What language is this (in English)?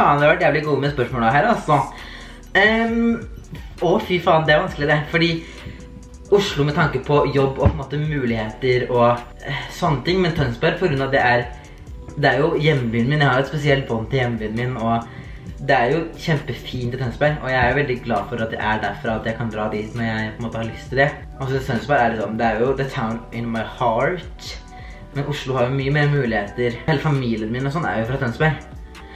Norwegian